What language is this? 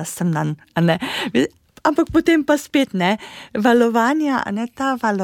Slovenian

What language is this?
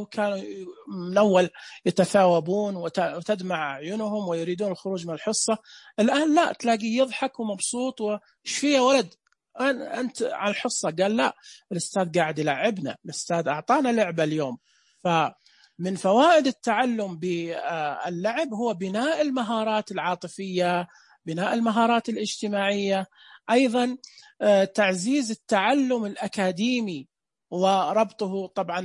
Najdi Arabic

